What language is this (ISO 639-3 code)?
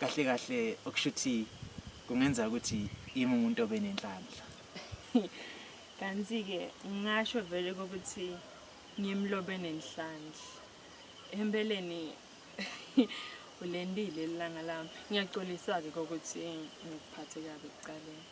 zul